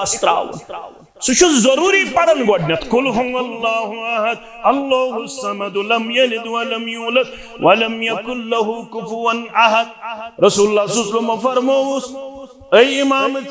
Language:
Kashmiri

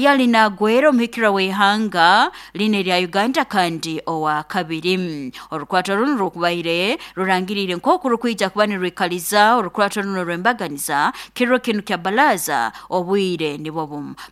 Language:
Nyankole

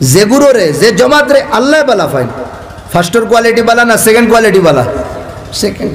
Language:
Sylheti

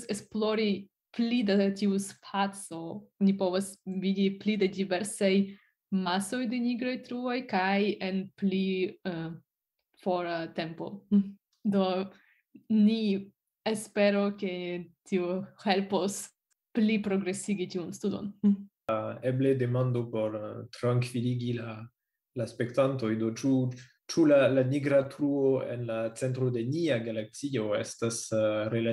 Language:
Esperanto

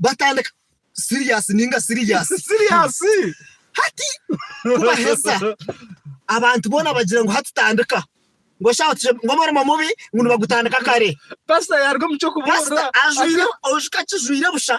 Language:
Nyankole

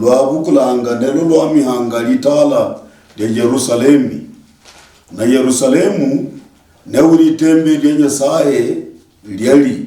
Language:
Luyia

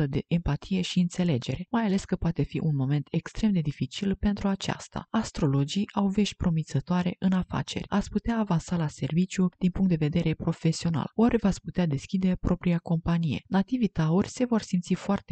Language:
Romanian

